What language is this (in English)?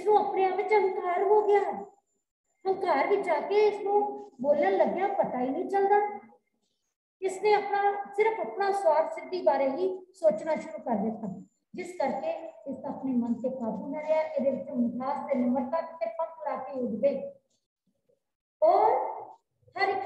Punjabi